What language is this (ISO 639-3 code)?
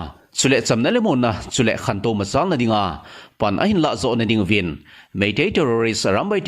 tcz